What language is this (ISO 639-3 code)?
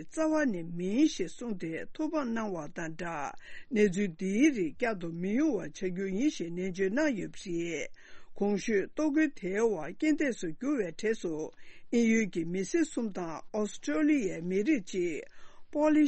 bod